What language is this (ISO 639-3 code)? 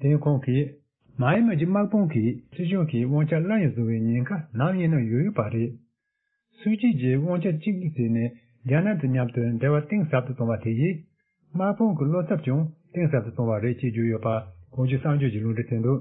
bod